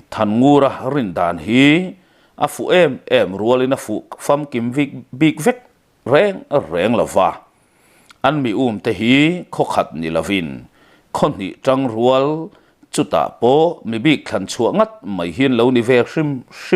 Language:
Mizo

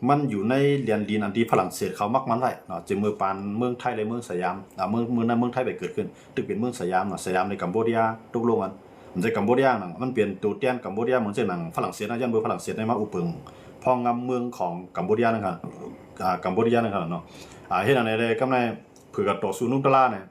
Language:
Shan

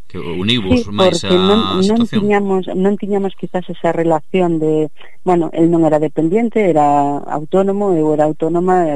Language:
Galician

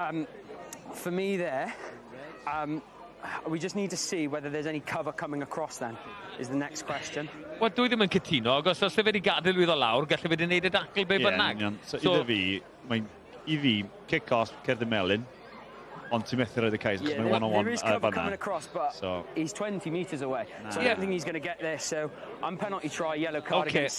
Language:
Welsh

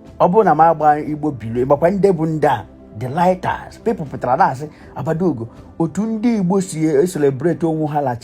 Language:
Igbo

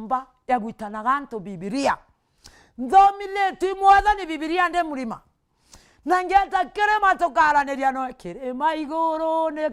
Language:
Meru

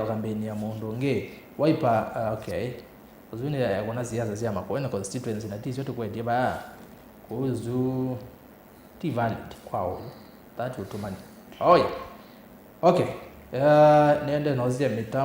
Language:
Kamba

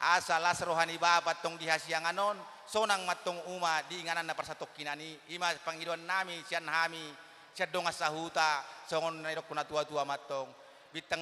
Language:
Batak Toba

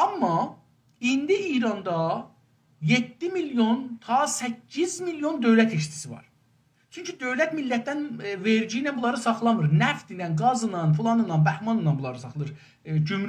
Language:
South Azerbaijani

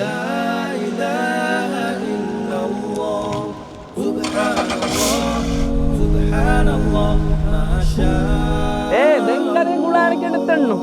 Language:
Divehi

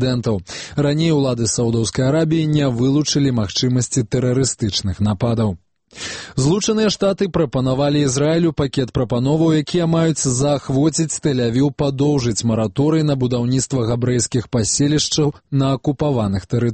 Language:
Belarusian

